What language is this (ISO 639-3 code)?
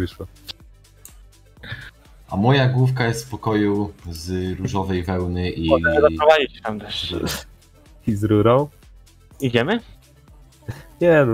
pol